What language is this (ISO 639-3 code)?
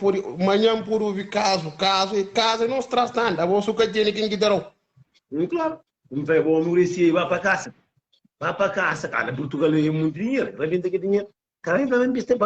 kea